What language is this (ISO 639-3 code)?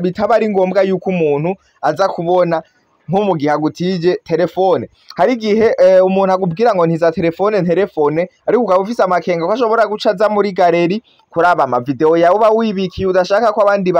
run